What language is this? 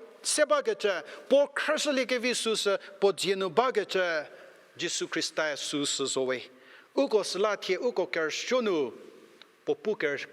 Angami Naga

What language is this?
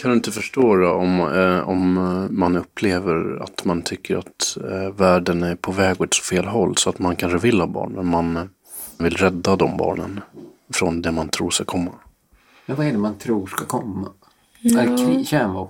Swedish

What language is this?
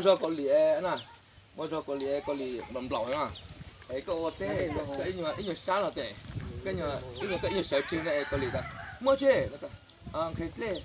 Hmong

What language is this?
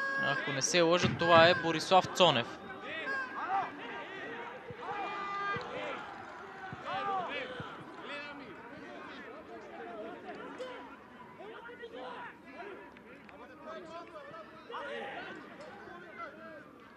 Bulgarian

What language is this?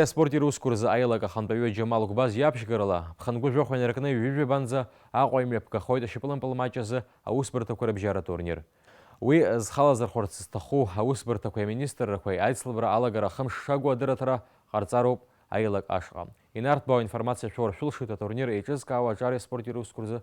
Abkhazian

